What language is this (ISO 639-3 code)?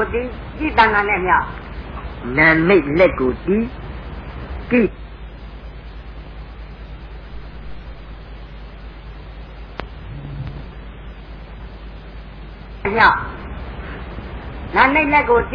mya